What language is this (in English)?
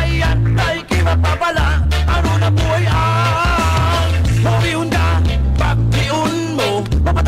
Bikol